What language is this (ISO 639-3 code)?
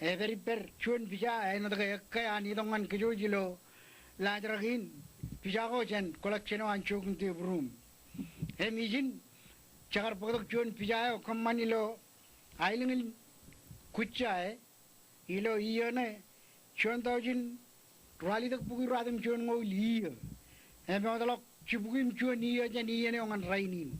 mah